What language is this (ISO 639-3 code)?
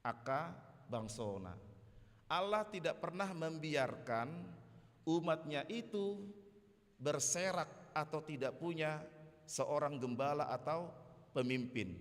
bbc